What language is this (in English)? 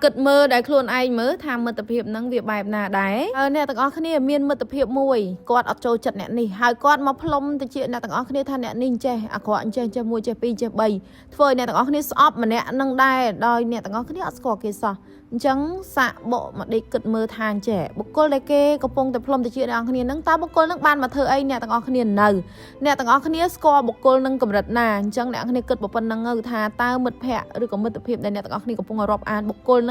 Khmer